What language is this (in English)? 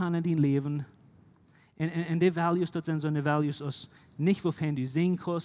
Plautdietsch